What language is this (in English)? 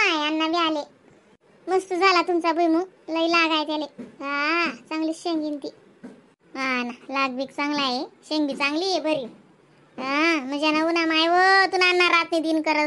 Khandesi